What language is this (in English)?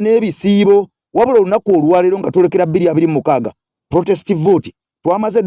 Ganda